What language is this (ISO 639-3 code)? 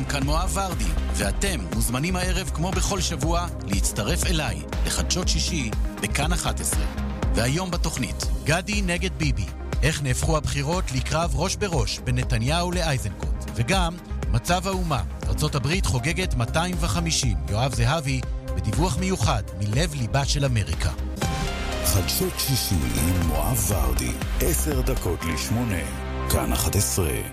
heb